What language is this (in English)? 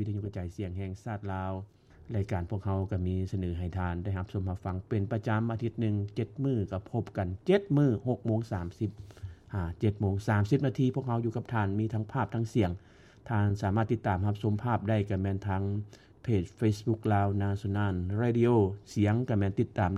Lao